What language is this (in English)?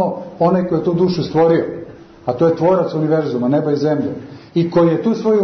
Serbian